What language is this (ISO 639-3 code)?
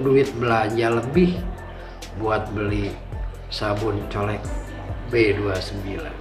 bew